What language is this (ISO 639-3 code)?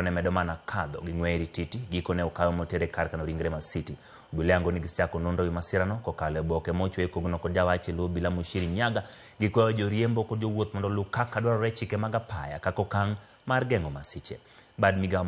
luo